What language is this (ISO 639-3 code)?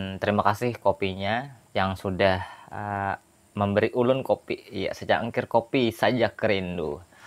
bjn